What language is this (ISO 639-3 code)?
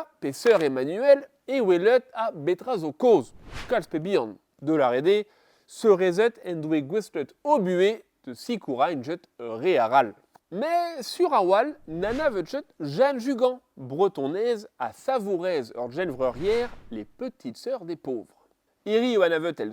bre